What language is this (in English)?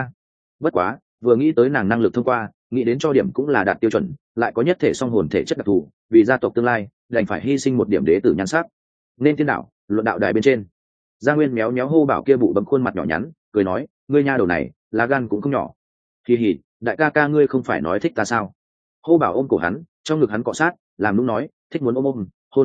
Vietnamese